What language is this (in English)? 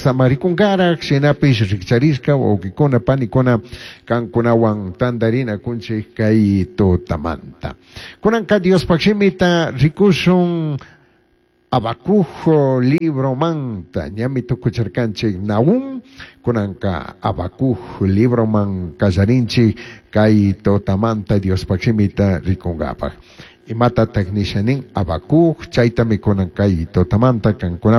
Chimborazo Highland Quichua